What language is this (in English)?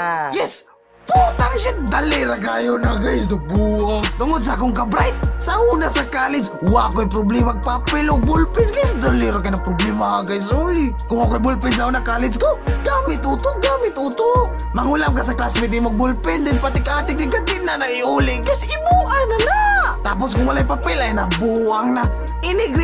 Cebuano